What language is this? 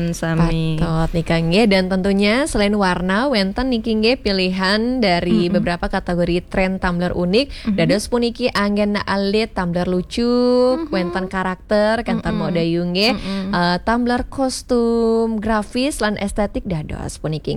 Balinese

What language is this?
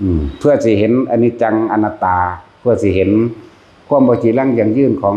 Northeastern Thai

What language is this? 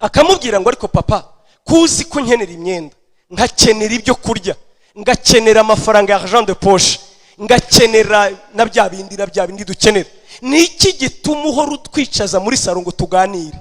Kinyarwanda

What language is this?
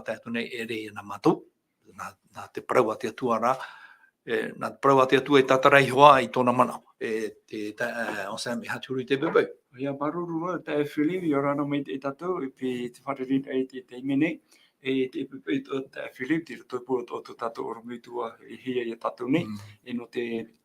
Tahitian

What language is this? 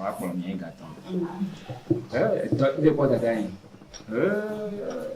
Ewe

